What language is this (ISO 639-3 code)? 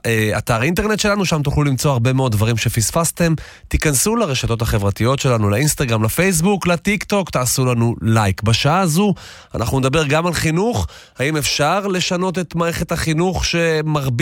heb